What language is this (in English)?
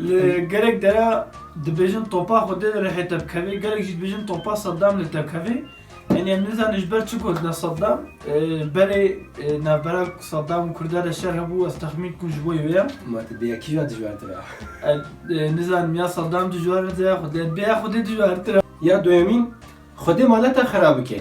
Kurdish